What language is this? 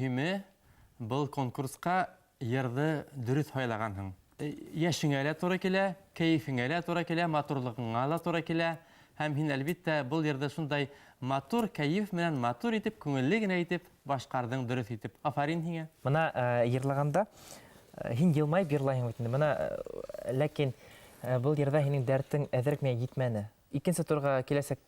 Bashkir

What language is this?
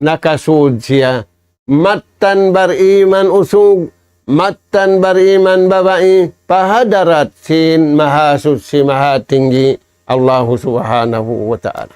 Tausug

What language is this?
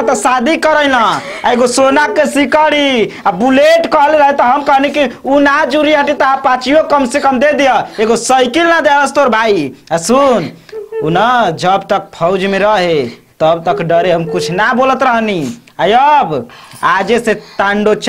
Bhojpuri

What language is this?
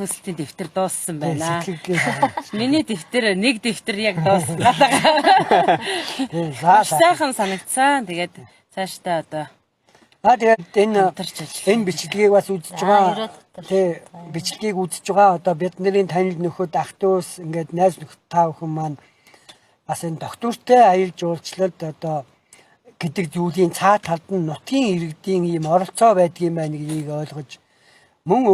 Mongolian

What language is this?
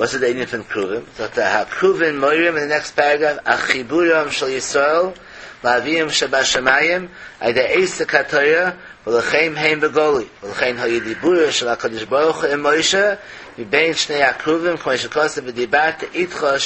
Yiddish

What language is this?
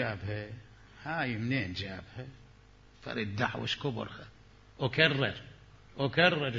Mesopotamian Arabic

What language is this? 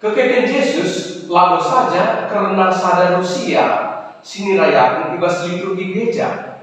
Batak Karo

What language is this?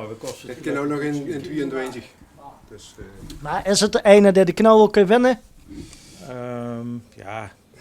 Limburgish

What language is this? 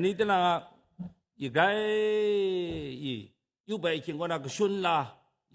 Kachin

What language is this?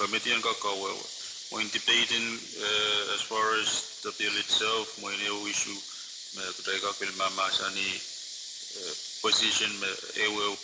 Pohnpeian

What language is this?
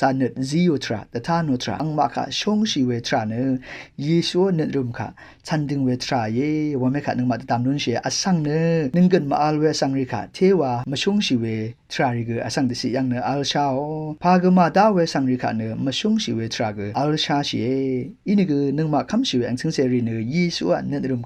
Rawang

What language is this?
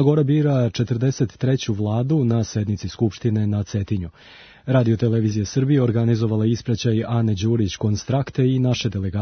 Serbian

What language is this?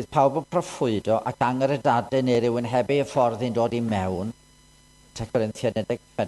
Welsh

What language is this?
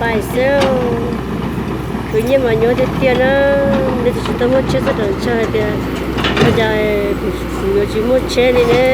Hmong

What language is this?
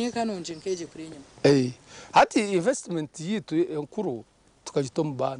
Nyankole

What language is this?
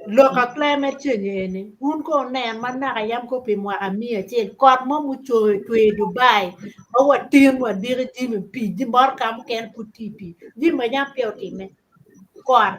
Acoli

